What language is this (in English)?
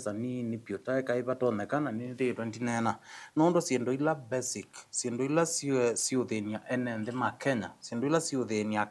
Kamba